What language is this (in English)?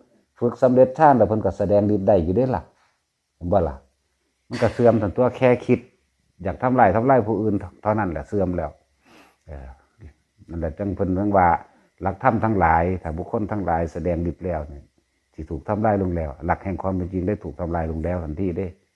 Northeastern Thai